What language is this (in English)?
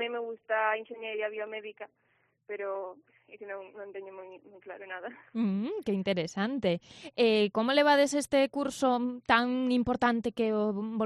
Galician